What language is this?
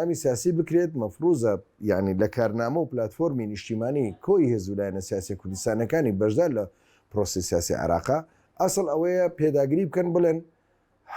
Central Kurdish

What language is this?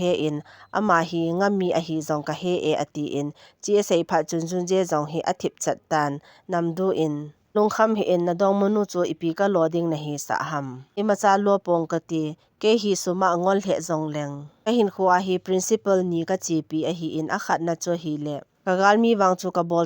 Thado Chin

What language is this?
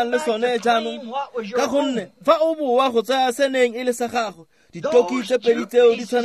Tswana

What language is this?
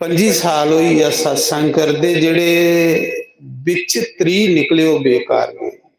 Dogri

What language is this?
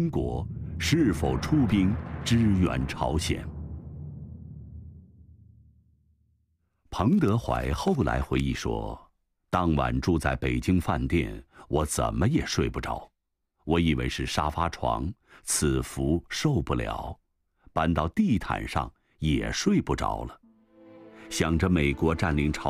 Chinese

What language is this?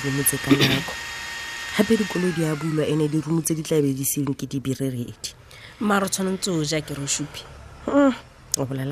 Tswana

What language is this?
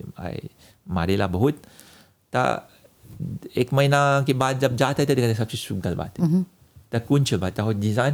Bhojpuri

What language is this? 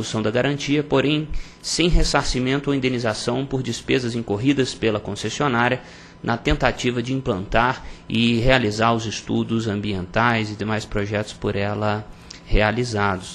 Portuguese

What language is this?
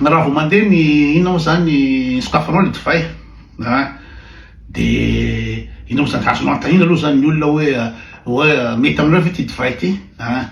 Malagasy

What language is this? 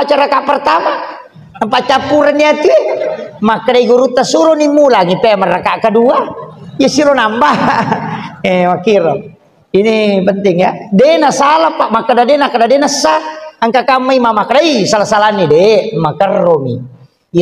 Buginese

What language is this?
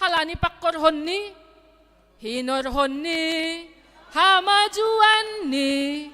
Batak Simalungun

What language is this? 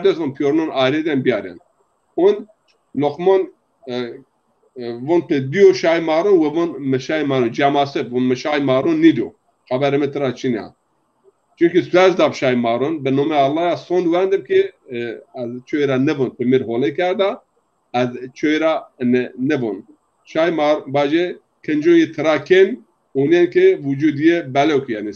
Zaza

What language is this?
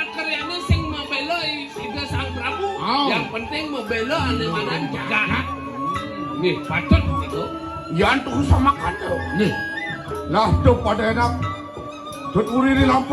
Balinese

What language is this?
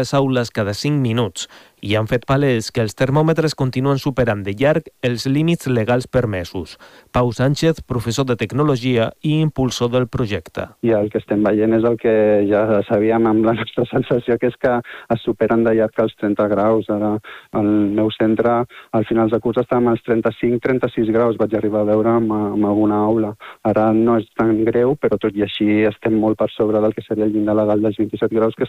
Catalan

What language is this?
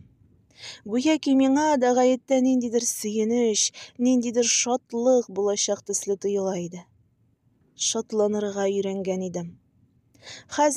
Tatar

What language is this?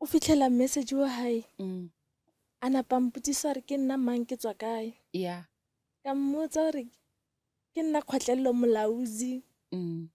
Northern Sotho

